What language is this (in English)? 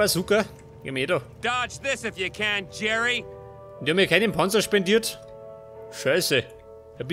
Bavarian